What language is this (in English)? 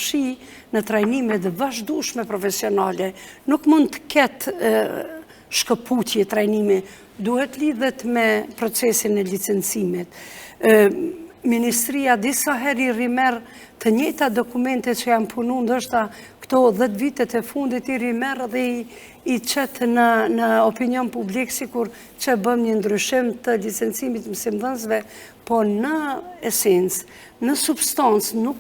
Albanian